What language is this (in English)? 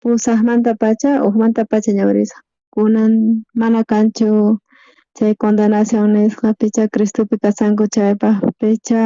South Bolivian Quechua